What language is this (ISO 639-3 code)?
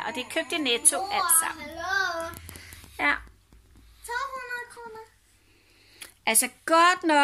dan